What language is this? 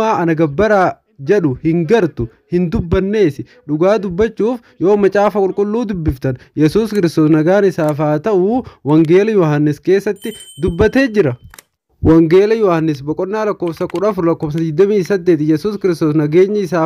Oromo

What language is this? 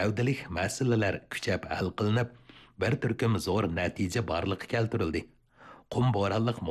Uyghur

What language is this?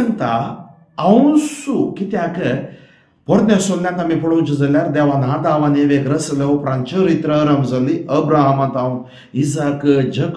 Konkani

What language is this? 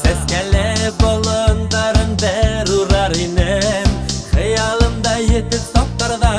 Bashkir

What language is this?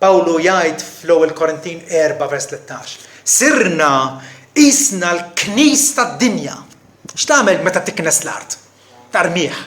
Maltese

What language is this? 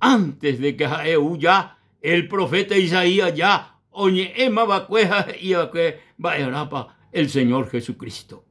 Guarani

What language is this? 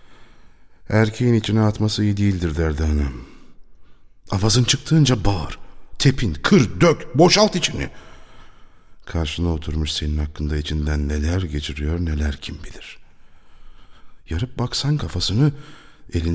Turkish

